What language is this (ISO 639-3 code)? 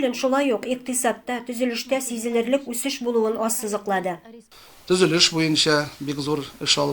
tat